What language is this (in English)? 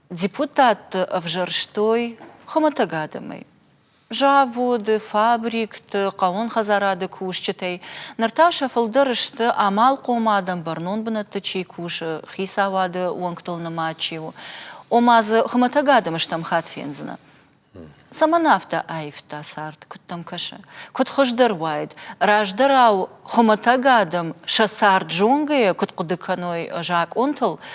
Ossetic